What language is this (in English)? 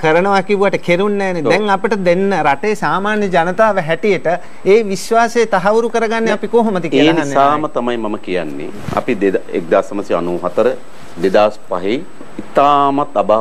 Sinhala